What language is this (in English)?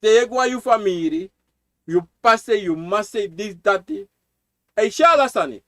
Sranan Tongo